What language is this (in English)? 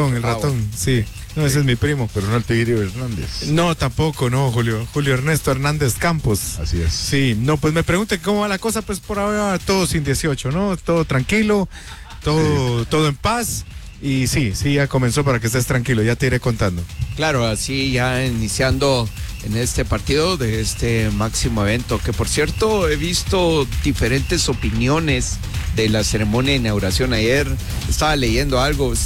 Spanish